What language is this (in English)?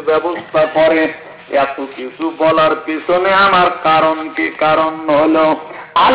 Bangla